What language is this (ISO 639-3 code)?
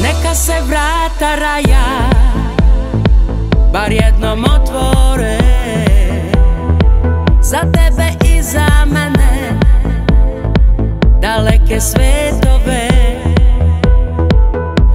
srp